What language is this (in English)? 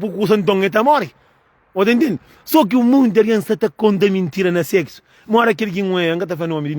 Kabuverdianu